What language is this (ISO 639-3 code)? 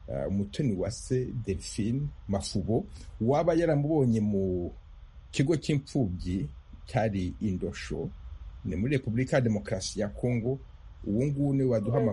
kin